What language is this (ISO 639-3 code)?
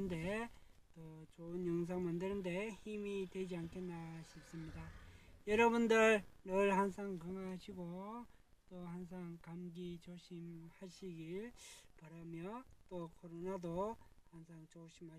kor